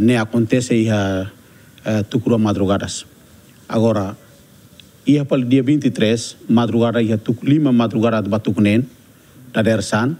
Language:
Tetum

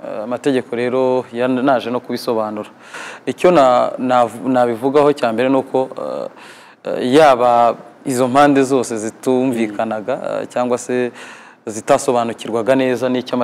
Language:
Kinyarwanda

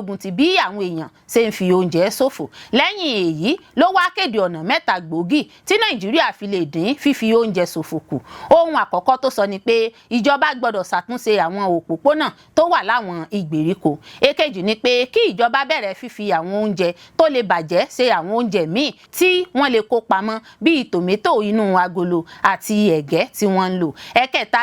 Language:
Yoruba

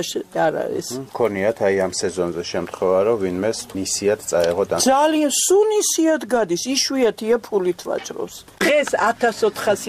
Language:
Georgian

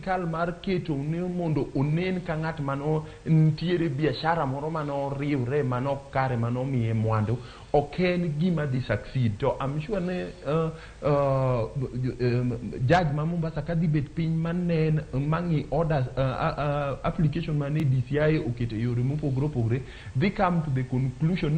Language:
Luo (Kenya and Tanzania)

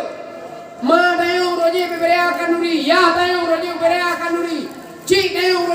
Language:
Achinese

